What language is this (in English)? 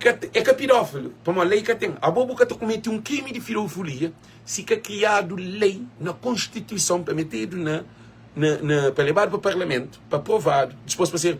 Kabuverdianu